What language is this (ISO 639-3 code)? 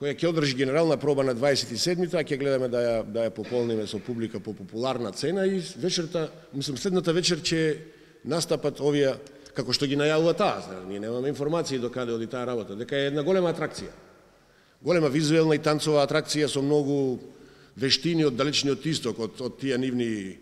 mkd